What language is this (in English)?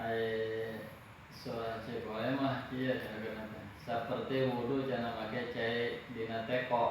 Sundanese